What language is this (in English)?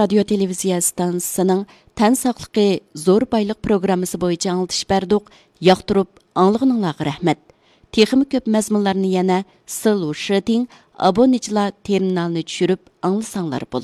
Uyghur